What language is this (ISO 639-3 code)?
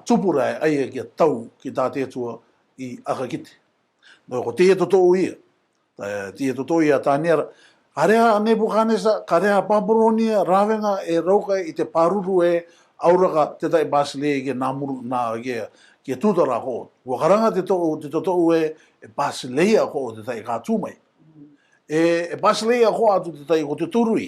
rar